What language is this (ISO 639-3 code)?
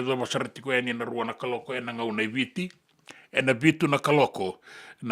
fij